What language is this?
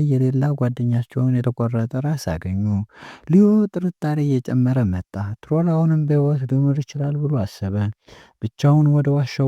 Amharic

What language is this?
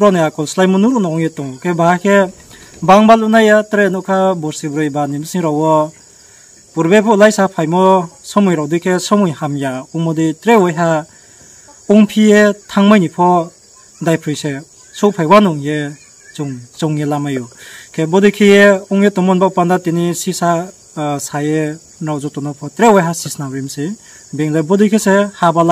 Riang (India)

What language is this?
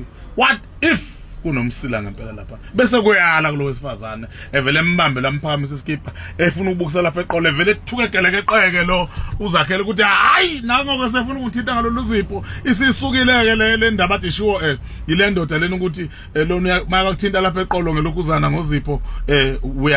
Zulu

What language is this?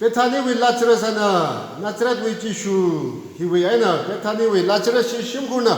Tangkhul Naga (India)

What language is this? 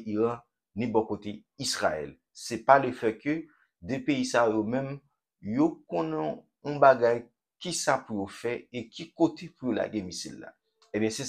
Haitian Creole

